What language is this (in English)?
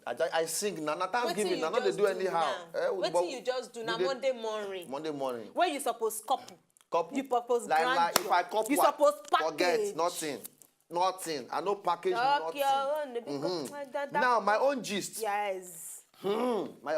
Nigerian Pidgin